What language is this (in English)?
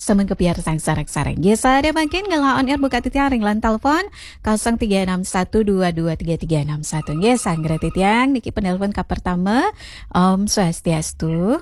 Balinese